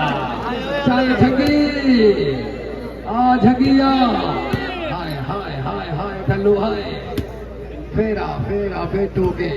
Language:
Saraiki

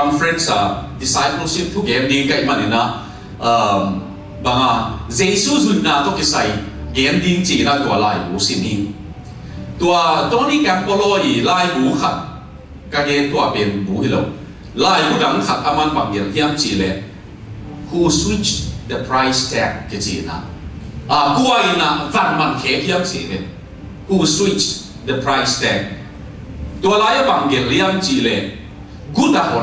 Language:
Tedim Chin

